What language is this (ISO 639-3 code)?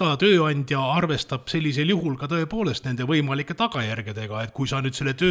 est